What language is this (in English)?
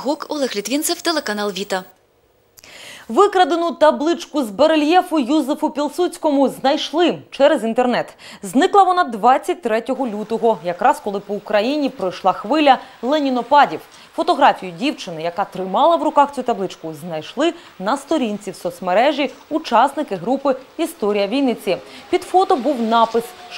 Ukrainian